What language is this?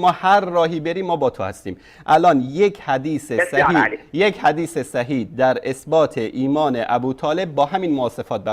Persian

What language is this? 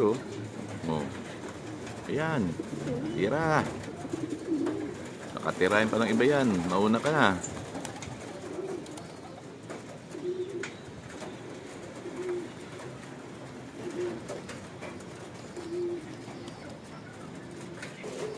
Filipino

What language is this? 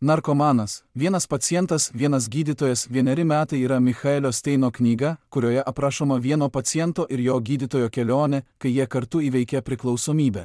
Lithuanian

